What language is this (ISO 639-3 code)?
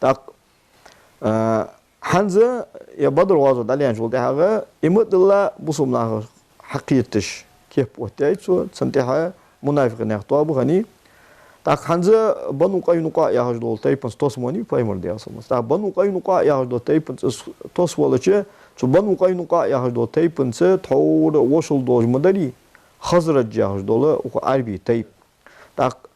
inh